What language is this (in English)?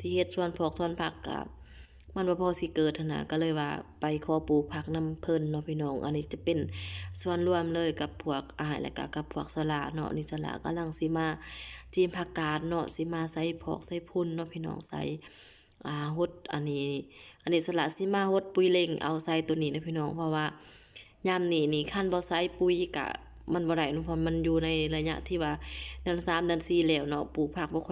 Lao